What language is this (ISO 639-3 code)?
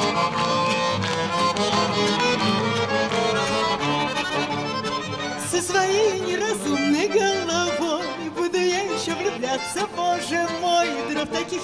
rus